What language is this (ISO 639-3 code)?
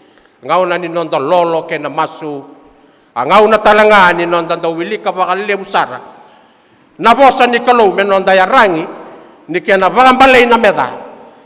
fij